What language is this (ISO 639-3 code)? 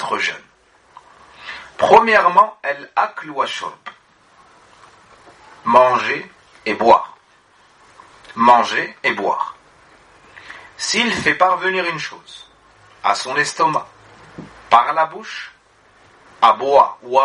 fra